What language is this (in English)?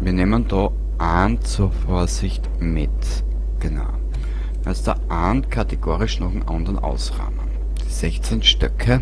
Bavarian